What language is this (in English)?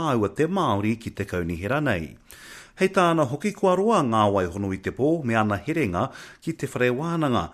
Māori